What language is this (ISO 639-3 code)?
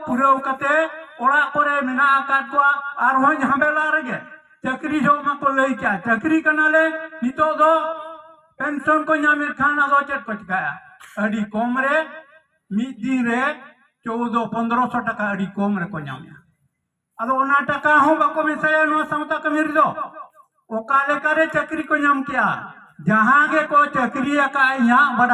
sat